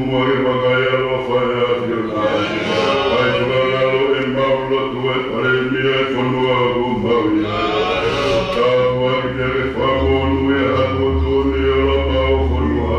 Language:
Tongan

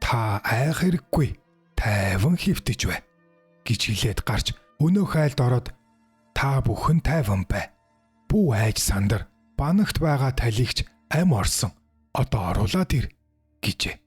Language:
Mongolian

